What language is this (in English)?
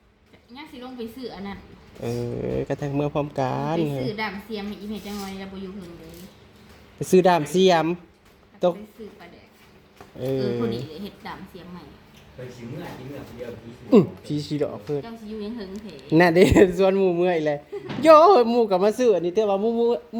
Northeastern Thai